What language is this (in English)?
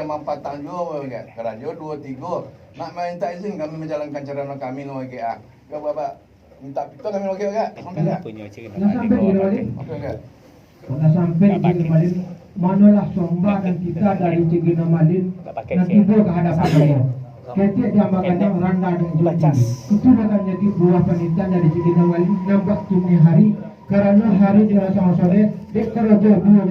Minangkabau